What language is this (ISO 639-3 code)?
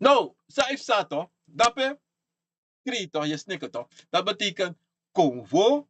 srn